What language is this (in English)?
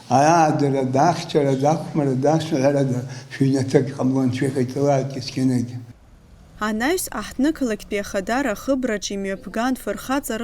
Abkhazian